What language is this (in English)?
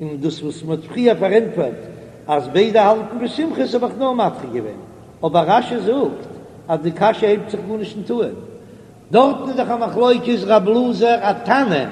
Yiddish